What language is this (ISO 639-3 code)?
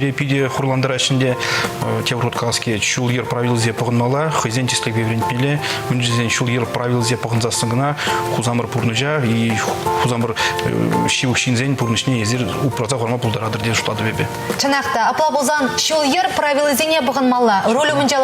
chv